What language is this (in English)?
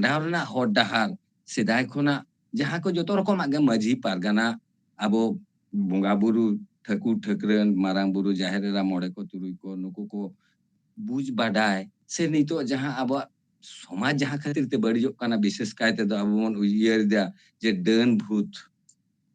Santali